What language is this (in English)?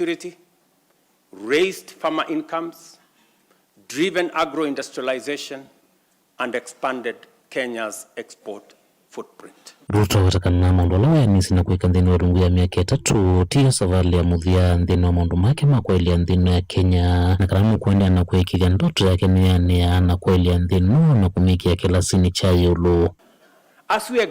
Kamba